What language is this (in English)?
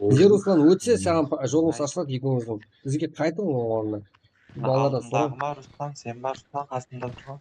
Kara-Kalpak